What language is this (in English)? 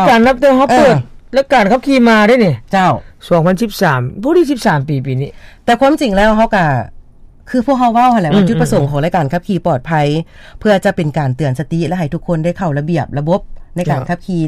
Lao